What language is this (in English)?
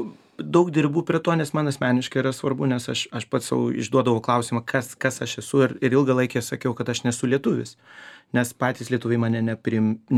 Lithuanian